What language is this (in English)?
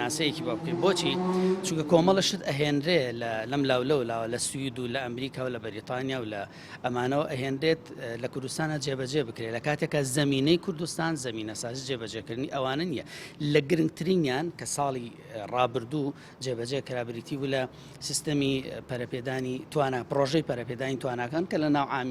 Central Kurdish